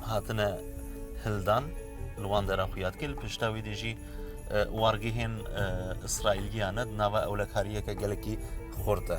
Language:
Kurdish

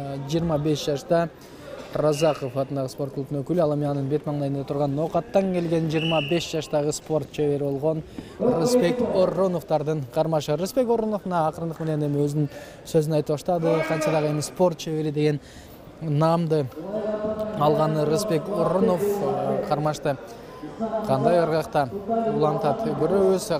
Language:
Kyrgyz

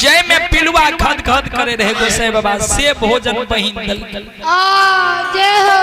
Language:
Maithili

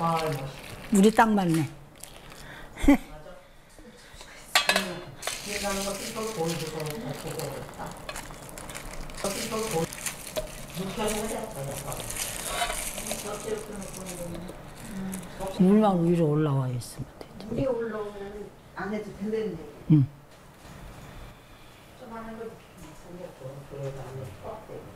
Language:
Korean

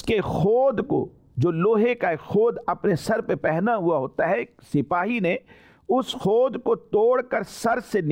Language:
Urdu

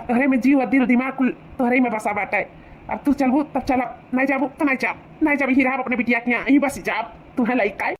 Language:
Awadhi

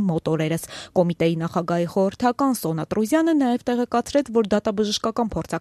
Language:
Armenian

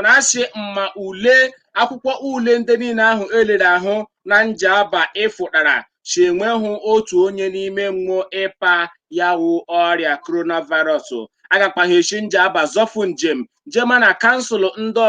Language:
Igbo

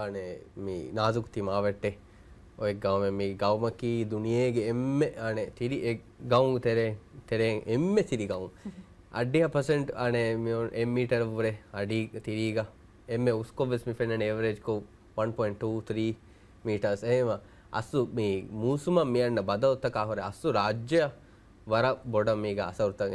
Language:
Divehi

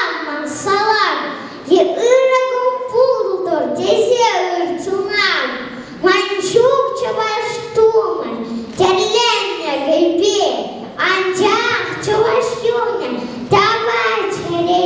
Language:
Chuvash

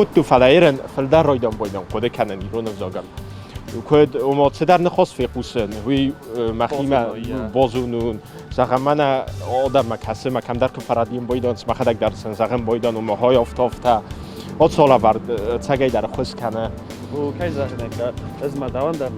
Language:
Ossetic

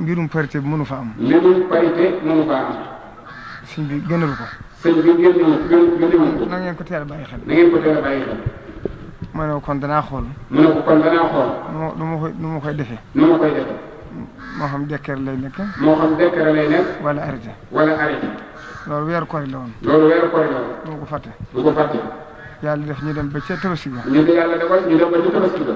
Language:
Wolof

